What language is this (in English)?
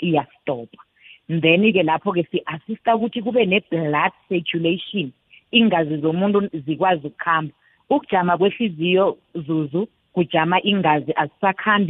South Ndebele